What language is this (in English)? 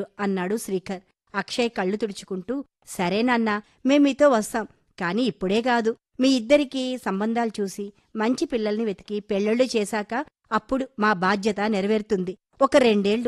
Telugu